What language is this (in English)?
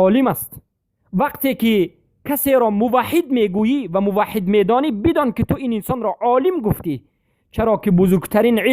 Persian